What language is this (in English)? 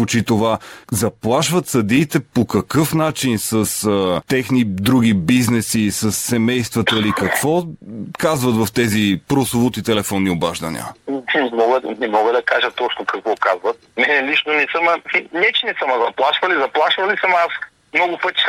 Bulgarian